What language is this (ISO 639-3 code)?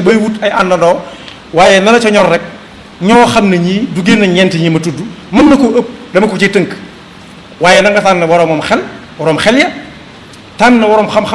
wol